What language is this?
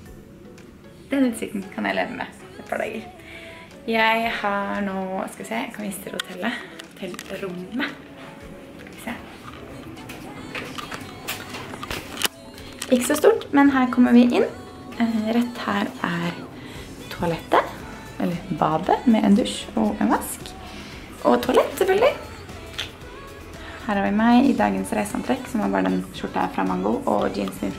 Norwegian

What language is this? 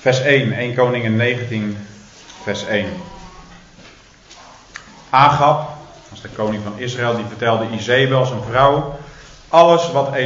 Dutch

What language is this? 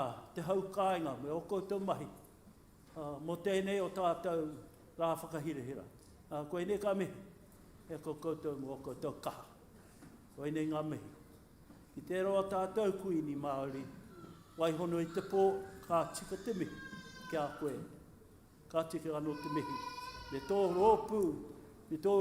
Māori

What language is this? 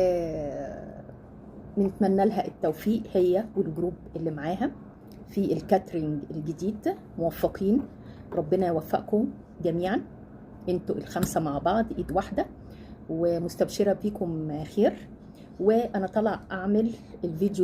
Egyptian Arabic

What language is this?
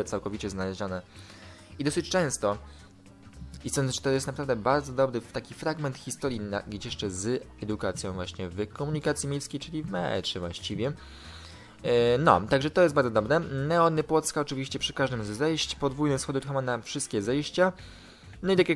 Polish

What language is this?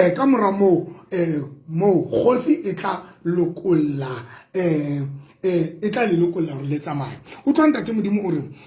Tswana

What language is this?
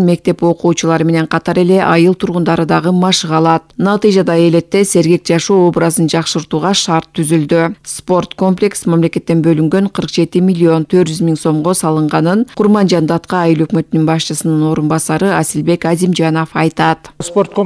Kyrgyz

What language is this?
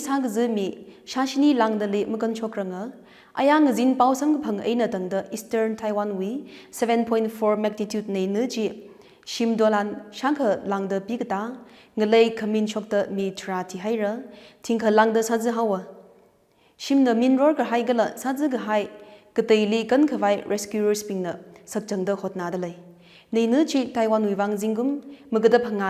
Tangkhul Naga (India)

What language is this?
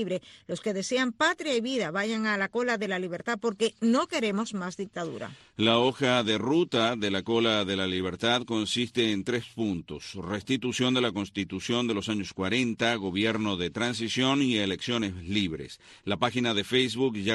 Spanish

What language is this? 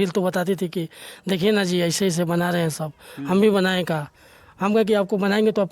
Bhojpuri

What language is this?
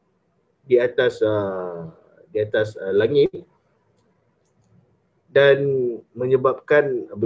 Malay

